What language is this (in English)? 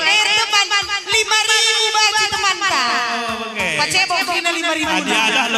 Batak Karo